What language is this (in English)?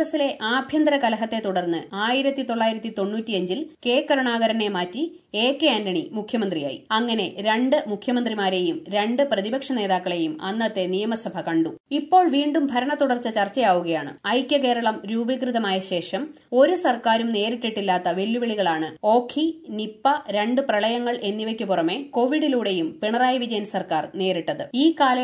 Malayalam